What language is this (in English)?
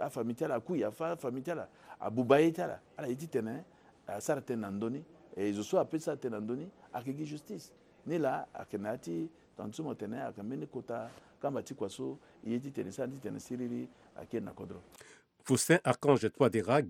Sango